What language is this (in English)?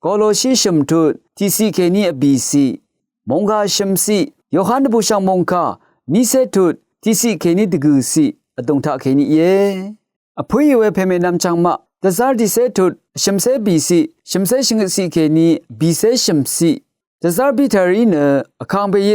Rawang